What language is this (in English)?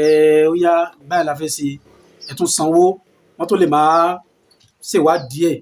Yoruba